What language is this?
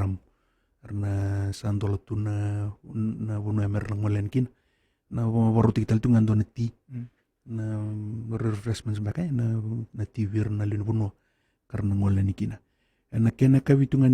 Fijian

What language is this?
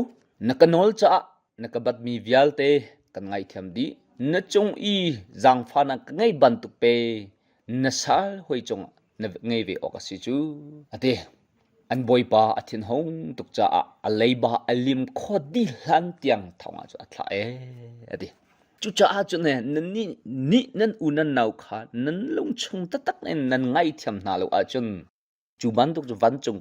Hakha Chin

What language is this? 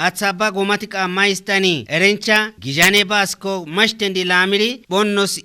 Kafa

